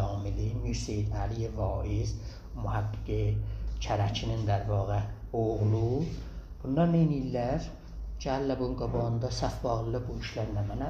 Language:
South Azerbaijani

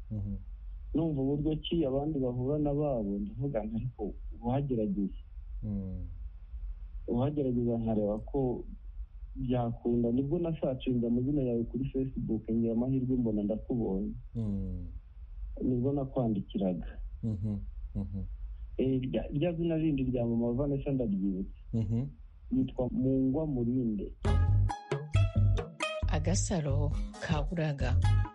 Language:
Kinyarwanda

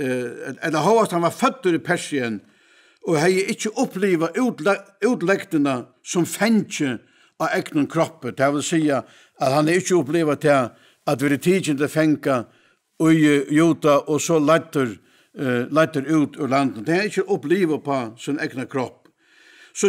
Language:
Faroese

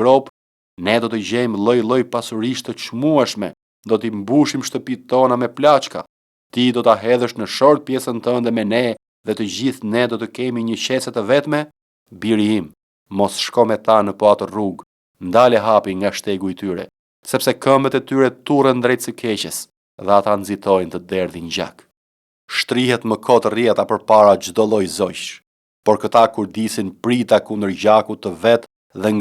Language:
Albanian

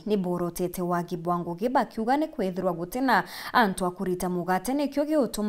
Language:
Meru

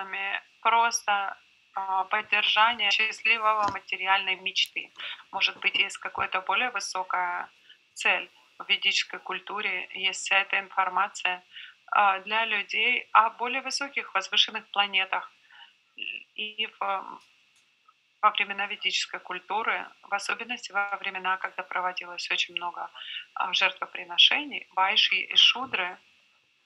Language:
Russian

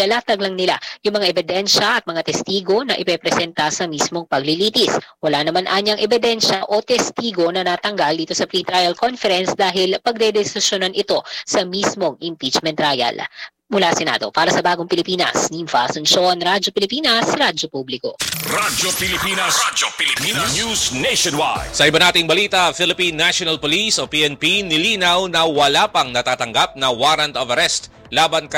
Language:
Filipino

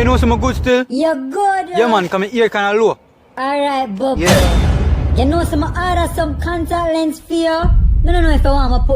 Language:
Jamaican Creole English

